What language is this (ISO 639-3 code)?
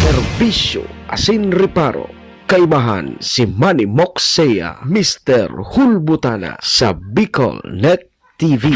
bik